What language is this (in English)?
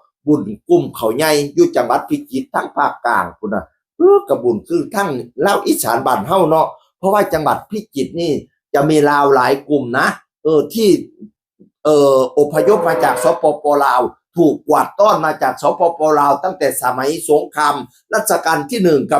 Northeastern Thai